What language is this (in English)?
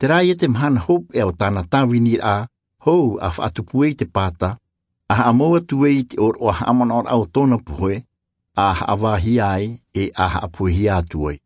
Tahitian